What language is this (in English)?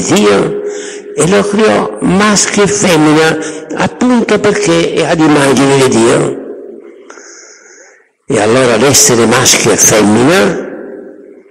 Italian